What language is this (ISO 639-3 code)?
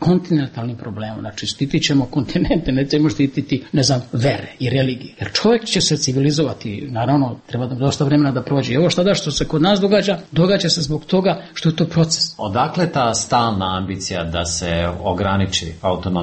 bos